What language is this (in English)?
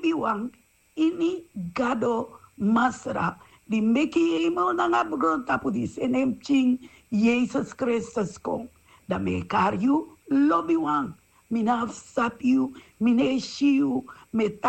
Sranan Tongo